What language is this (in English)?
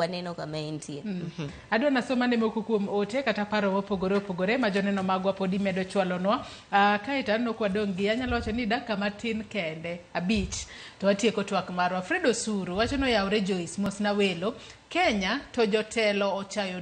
Luo (Kenya and Tanzania)